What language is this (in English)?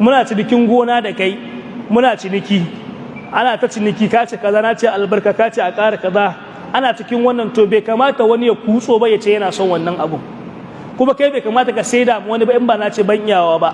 Hausa